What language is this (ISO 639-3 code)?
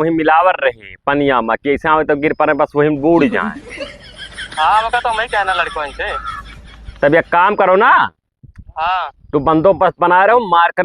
awa